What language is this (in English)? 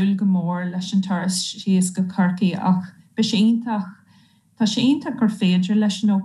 Irish